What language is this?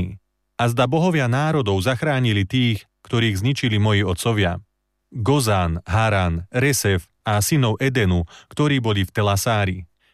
Slovak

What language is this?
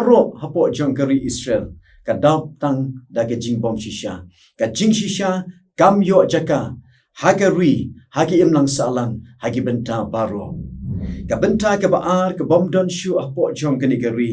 Khasi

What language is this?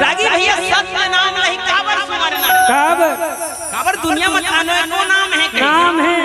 Chhattisgarhi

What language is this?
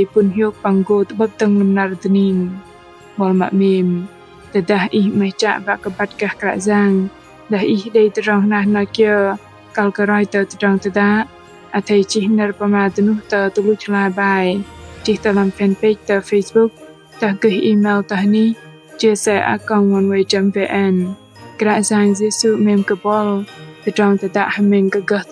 Bahnar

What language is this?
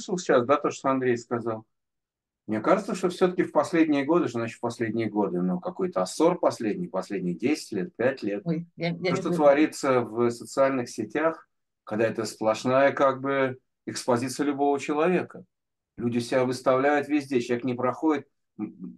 Russian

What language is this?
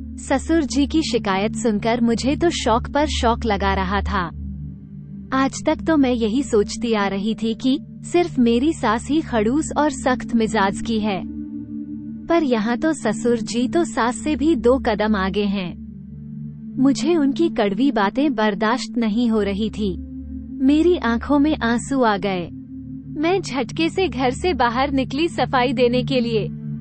Hindi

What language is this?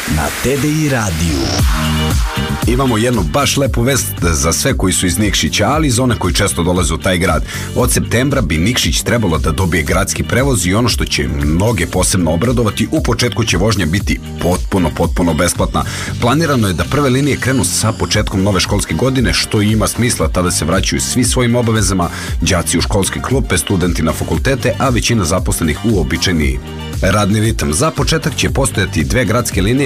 Serbian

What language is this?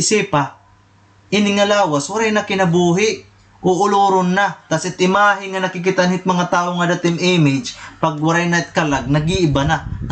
Waray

